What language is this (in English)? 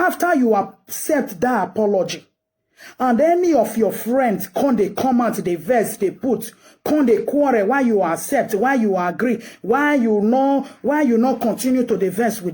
Nigerian Pidgin